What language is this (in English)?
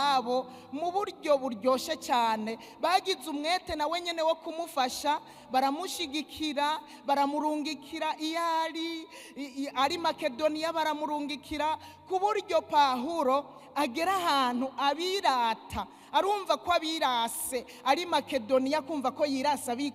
Rundi